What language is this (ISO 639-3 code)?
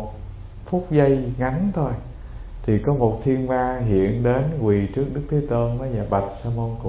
vie